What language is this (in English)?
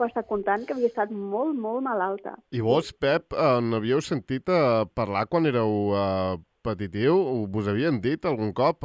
Catalan